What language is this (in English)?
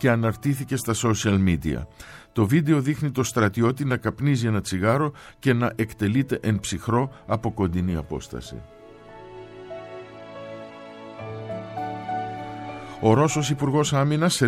Greek